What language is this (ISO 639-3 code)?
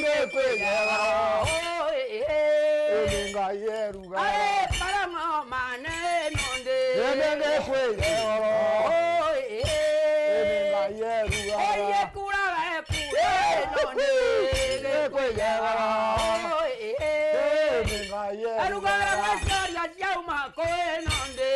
mer